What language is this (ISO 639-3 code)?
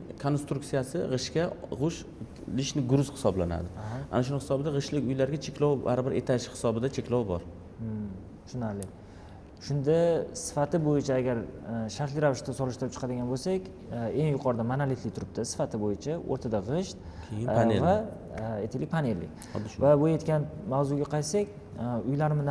uzb